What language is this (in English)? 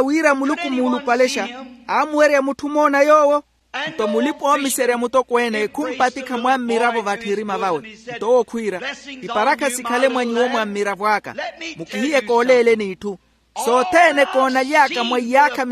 Makhuwa